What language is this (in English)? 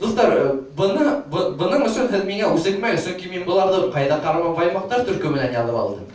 Bashkir